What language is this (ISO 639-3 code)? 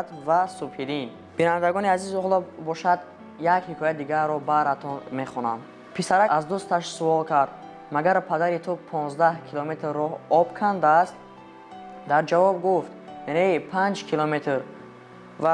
tgk